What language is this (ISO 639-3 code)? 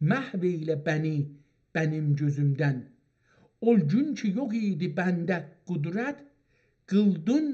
azb